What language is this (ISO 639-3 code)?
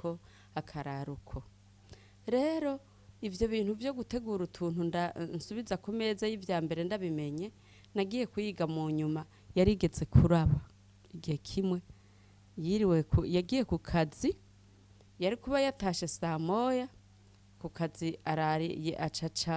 run